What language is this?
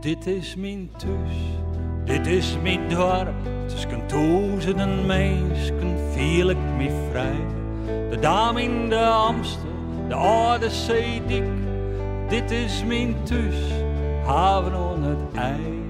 Western Frisian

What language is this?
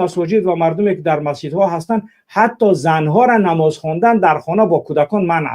Tajik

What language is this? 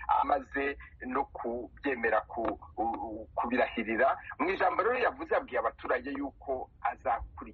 Kinyarwanda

